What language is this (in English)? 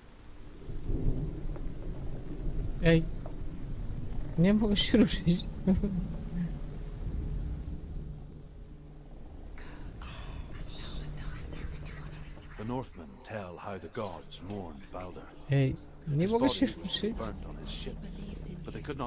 Polish